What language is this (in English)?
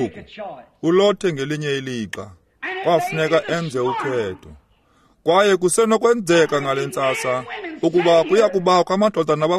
Xhosa